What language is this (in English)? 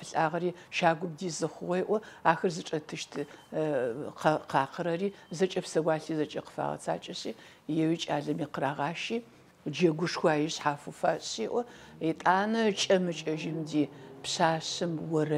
Adyghe